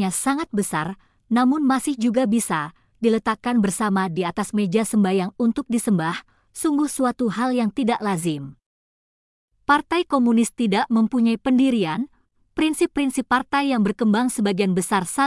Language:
Indonesian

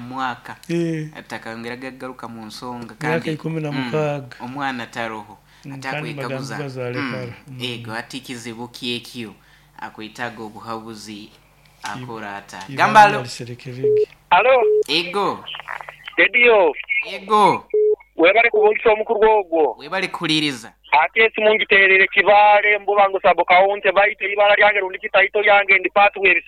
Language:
Nyoro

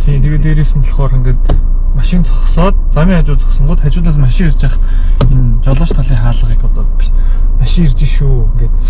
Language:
Mongolian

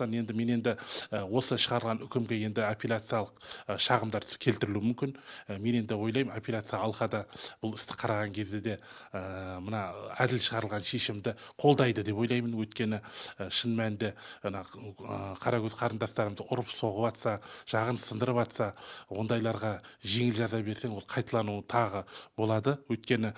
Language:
Kazakh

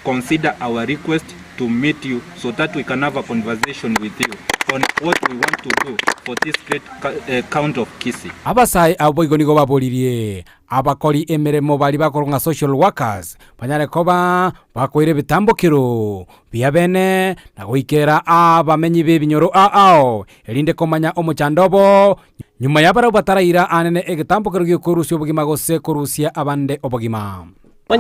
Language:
Gusii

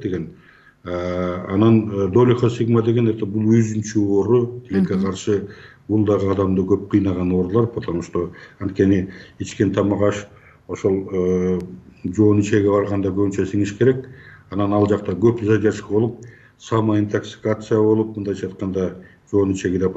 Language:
Kyrgyz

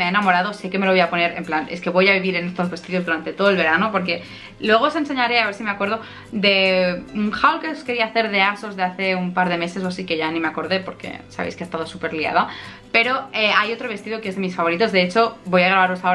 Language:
Spanish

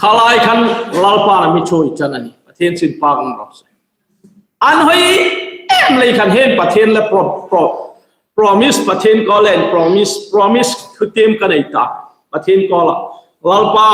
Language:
Hmar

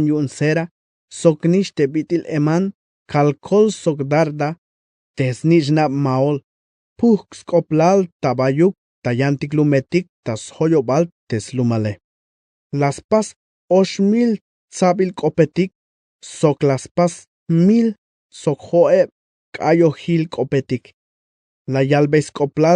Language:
Tzeltal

